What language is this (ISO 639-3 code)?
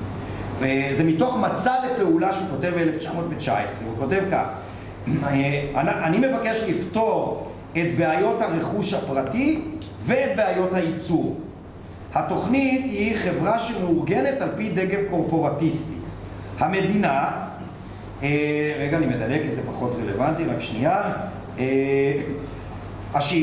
heb